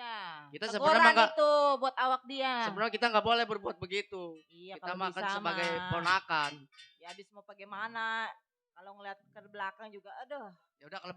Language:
Betawi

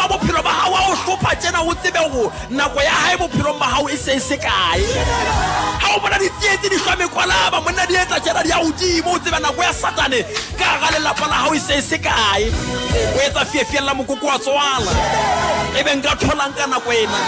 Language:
Southern Sotho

